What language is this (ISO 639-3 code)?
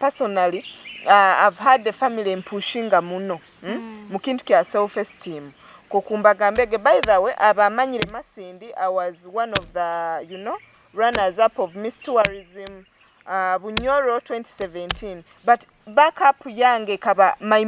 nyo